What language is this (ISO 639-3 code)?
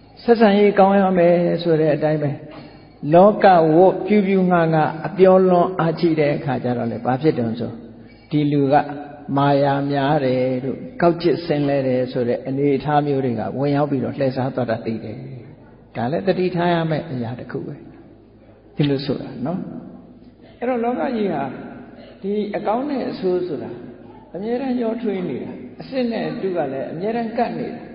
mya